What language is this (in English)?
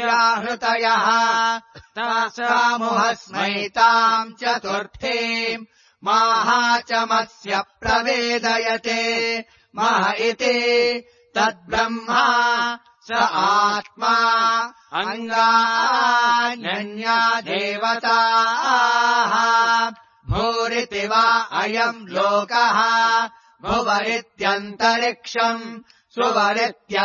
Sanskrit